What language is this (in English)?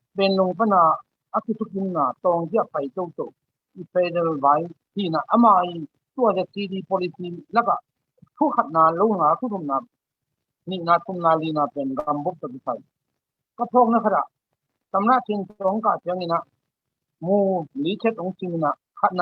Tedim Chin